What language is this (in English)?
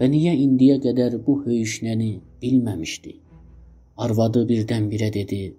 South Azerbaijani